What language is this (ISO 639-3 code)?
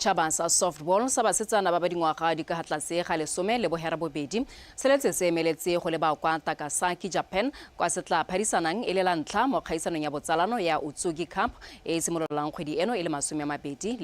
tsn